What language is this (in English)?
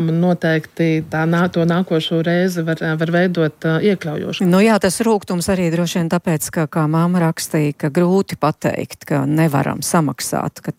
Latvian